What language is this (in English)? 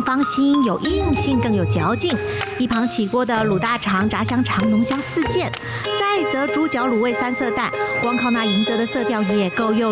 Chinese